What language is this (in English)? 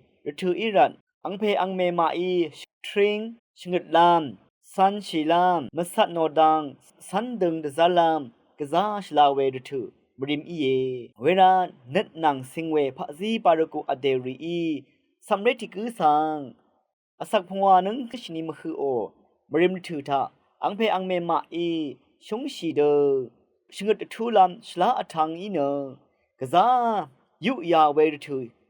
Rawang